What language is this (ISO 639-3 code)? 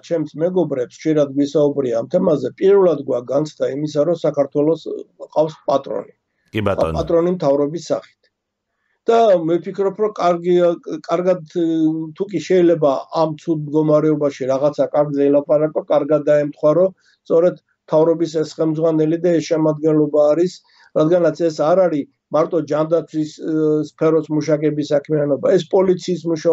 kat